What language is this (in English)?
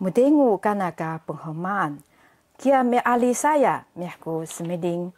Taroko